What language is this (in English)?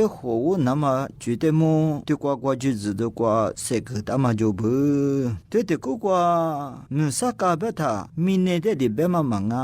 Lisu